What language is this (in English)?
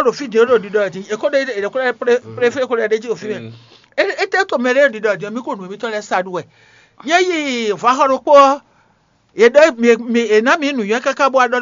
Fon